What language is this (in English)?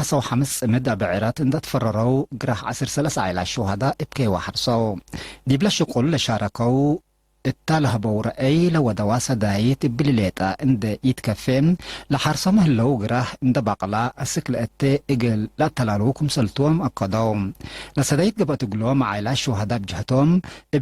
Tigre